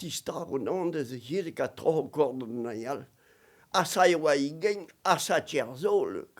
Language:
Breton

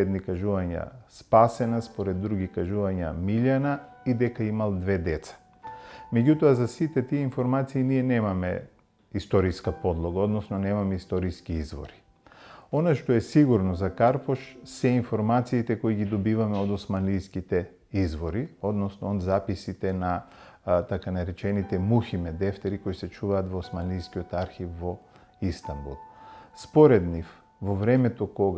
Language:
Macedonian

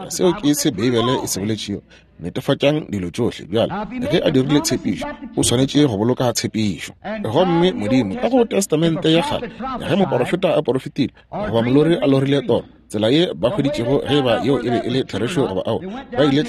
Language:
Northern Sotho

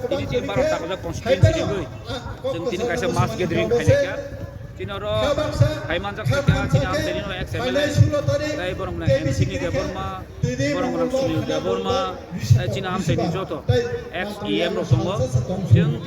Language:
Kok Borok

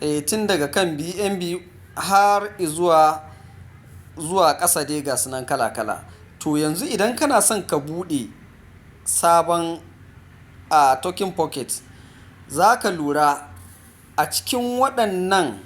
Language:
Hausa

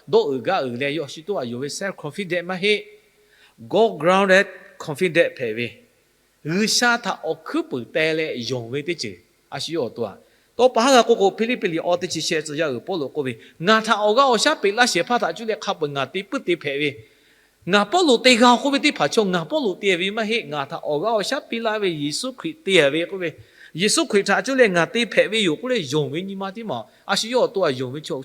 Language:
Lahu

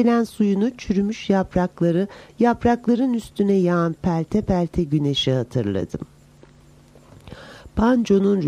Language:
Turkish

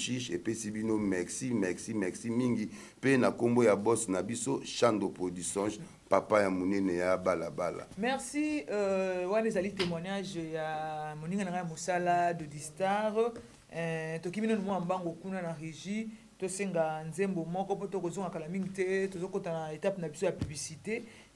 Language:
Lingala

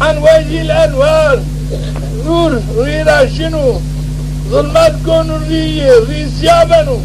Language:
Zaza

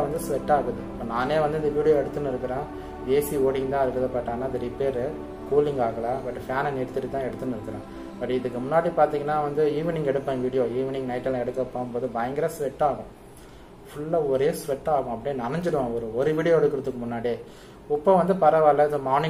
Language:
Tamil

